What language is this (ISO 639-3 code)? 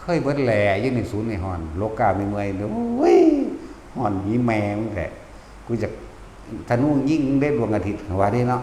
tts